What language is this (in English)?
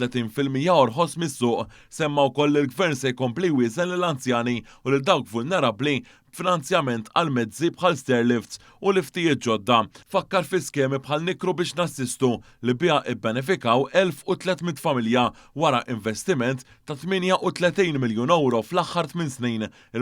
Maltese